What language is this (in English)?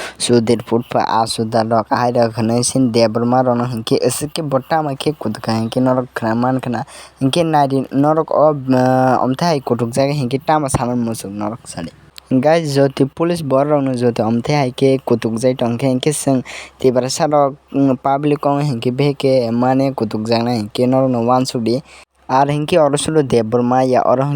Kok Borok